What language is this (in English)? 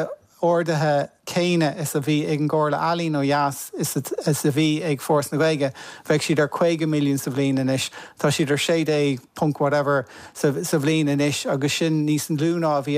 Irish